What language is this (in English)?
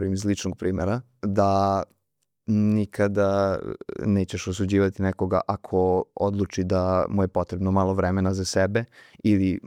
Serbian